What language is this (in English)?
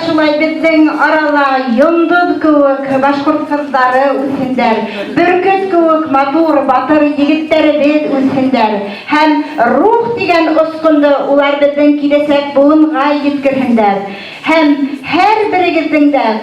Bashkir